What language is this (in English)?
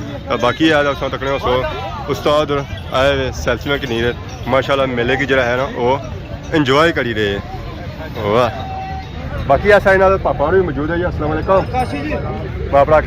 Pahari-Potwari